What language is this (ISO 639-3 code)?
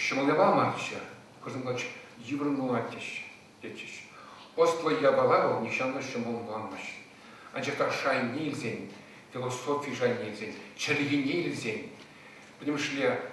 chv